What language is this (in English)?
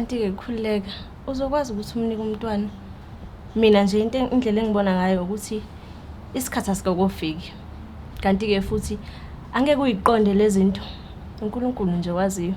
Zulu